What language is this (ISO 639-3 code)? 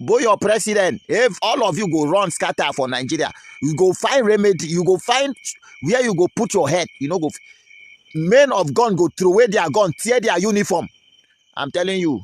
pcm